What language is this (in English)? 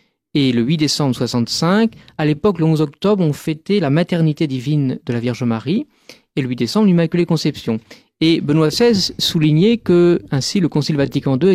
French